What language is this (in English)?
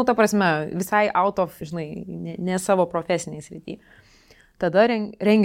Lithuanian